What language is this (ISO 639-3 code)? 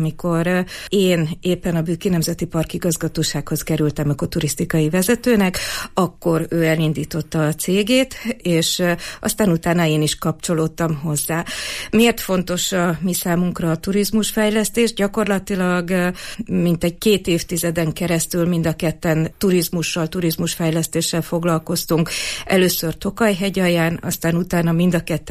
hun